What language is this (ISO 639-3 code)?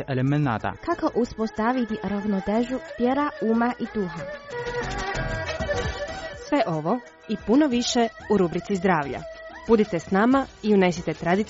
hrv